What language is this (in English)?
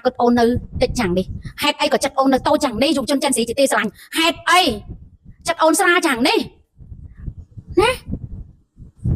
Khmer